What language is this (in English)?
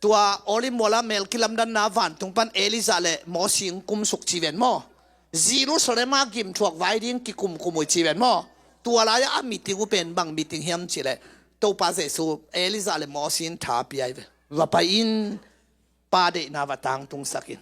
Tedim Chin